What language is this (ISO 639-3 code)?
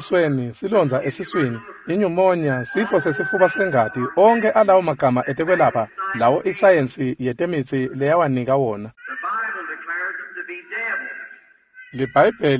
ssw